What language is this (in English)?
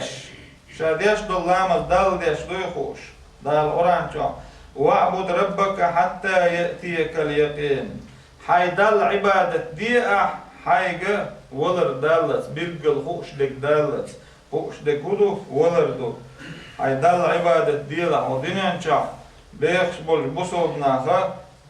Chechen